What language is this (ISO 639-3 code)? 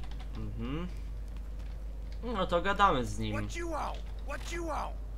pol